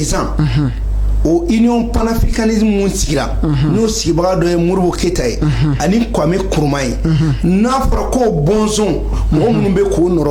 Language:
Bambara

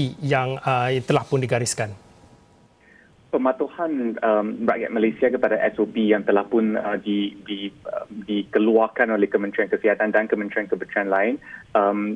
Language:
Malay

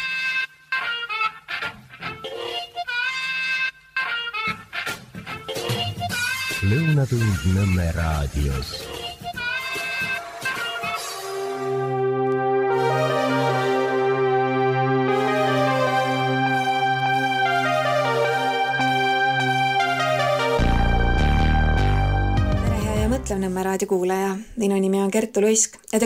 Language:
Estonian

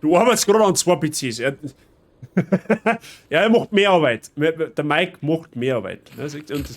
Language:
Bavarian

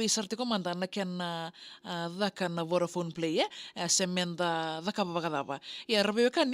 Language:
Fijian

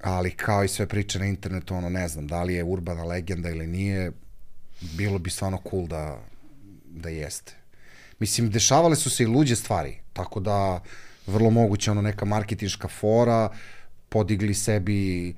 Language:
Serbian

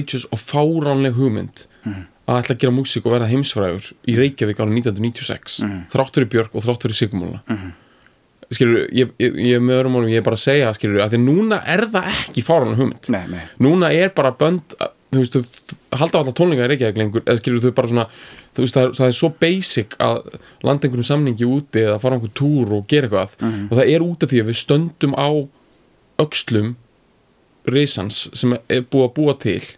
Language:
Icelandic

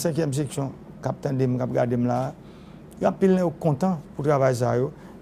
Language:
Haitian Creole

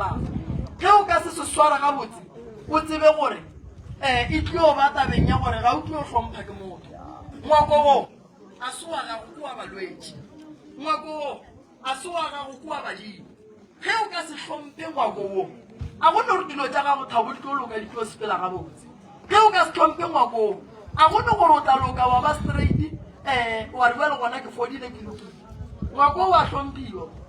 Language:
Northern Sotho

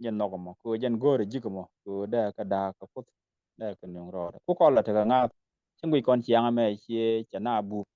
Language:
Nuer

